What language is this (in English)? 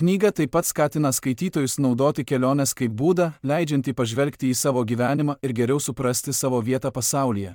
Lithuanian